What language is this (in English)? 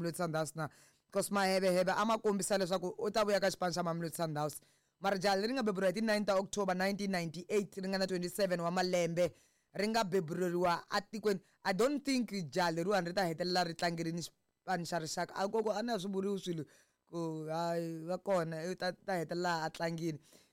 Tsonga